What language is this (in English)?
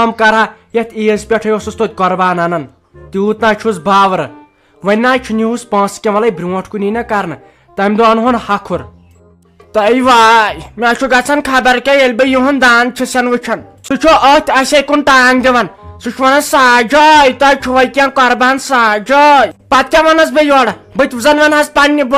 Kashmiri